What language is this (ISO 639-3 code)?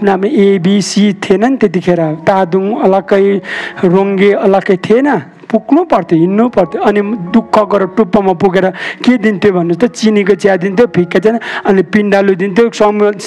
nep